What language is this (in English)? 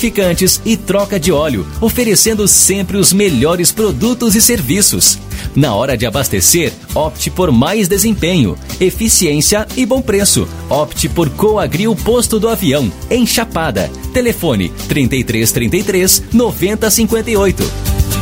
Portuguese